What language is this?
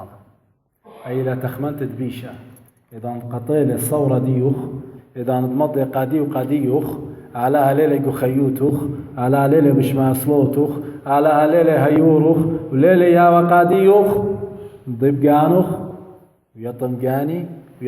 Assyrian Neo-Aramaic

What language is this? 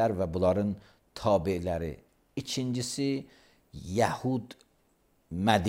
Azerbaijani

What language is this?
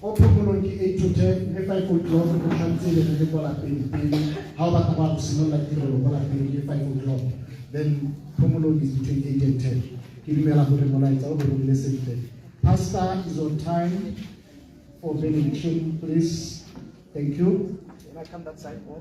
Tswana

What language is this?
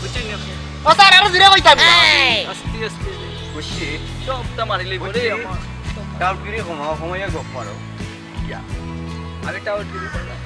Sylheti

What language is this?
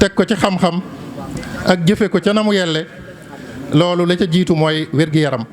Wolof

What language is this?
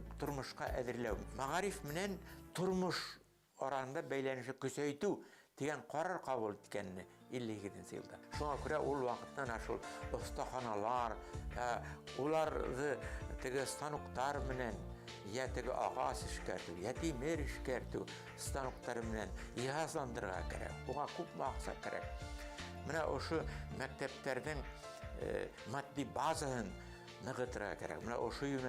Bashkir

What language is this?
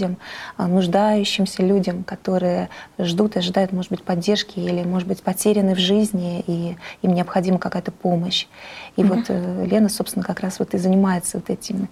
Russian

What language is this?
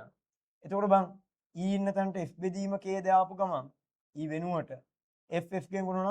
Sinhala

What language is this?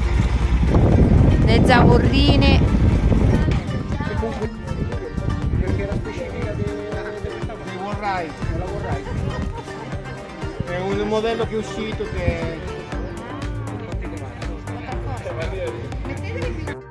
Italian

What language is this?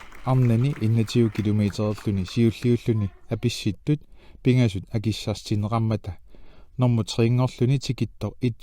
Kalaallisut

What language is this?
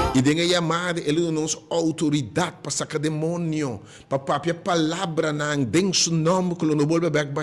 Papiamento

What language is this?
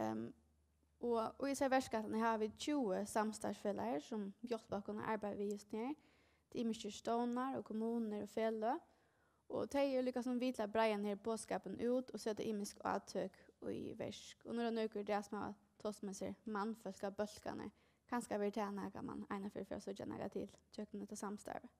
Faroese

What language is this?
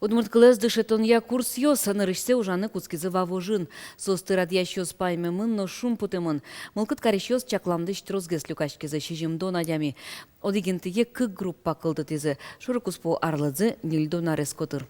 Udmurt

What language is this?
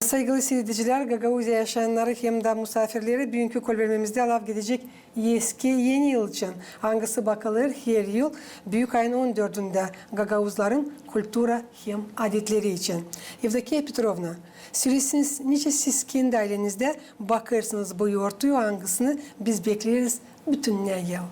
Gagauz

